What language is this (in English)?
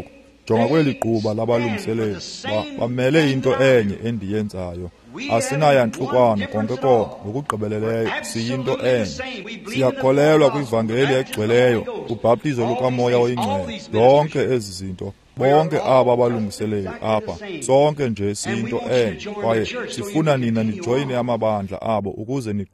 Xhosa